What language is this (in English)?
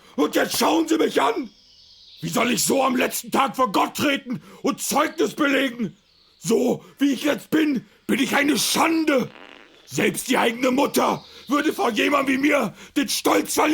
Bavarian